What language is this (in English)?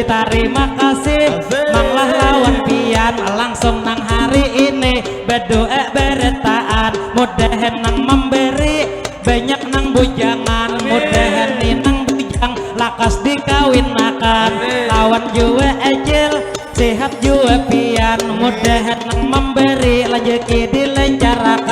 Banjar